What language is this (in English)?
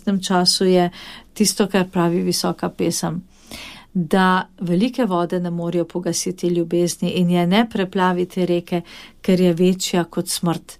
Slovenian